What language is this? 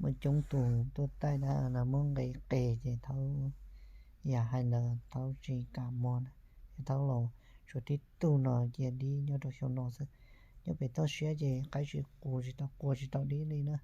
Hmong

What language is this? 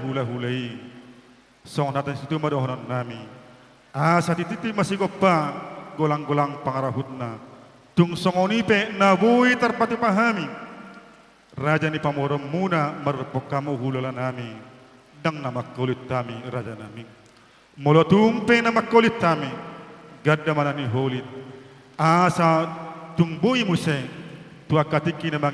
Batak Toba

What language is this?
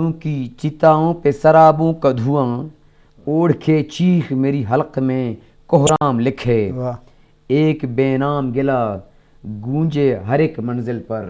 Eastern Balochi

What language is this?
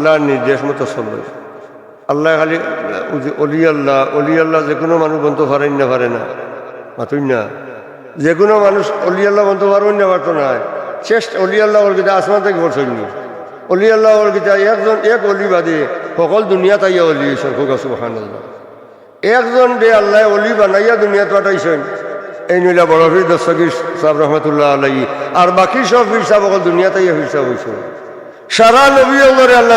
Sylheti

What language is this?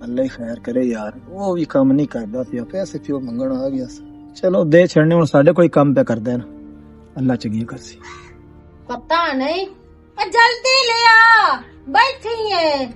Western Panjabi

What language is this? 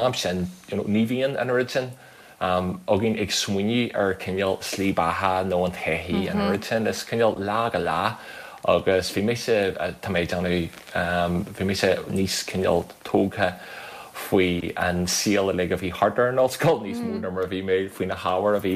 Irish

